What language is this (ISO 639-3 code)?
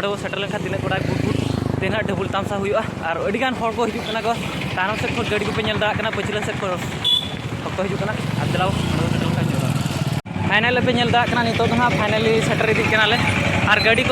sat